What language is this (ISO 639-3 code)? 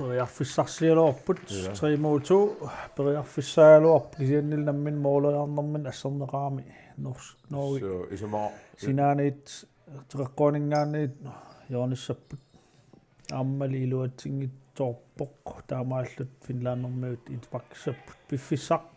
kal